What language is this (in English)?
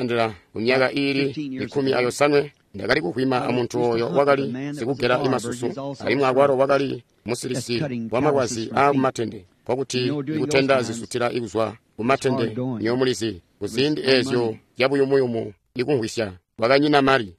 Tonga (Zambia)